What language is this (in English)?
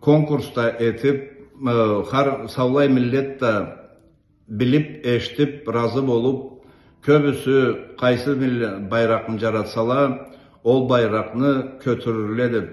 Karachay-Balkar